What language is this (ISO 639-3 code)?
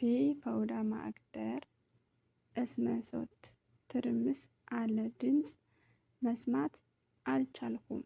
amh